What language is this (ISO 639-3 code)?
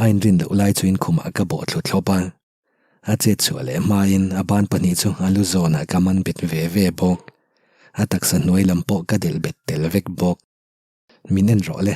lus